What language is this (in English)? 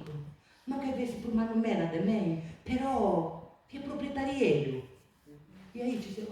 Sardinian